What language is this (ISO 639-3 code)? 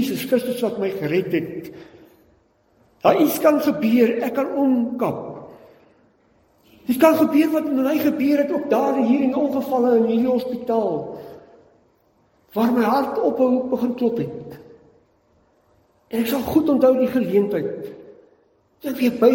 afr